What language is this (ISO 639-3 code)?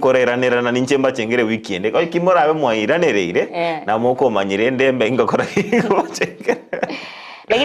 guz